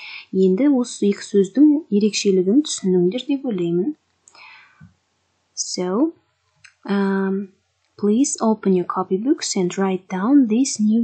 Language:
Kazakh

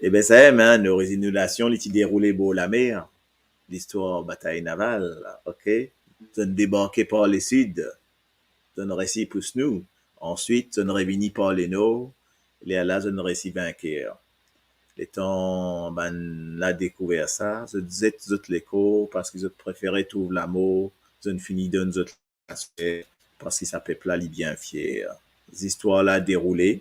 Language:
Morisyen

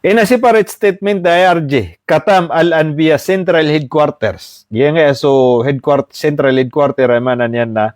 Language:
Maranao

